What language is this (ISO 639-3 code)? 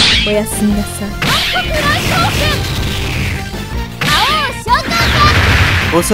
jpn